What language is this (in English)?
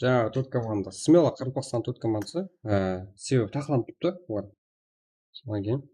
Kara-Kalpak